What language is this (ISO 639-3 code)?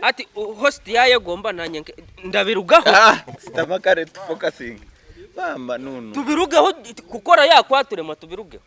nyn